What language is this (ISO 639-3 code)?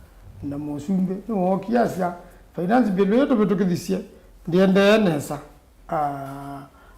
kam